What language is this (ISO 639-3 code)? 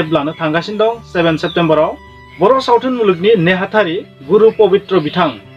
brx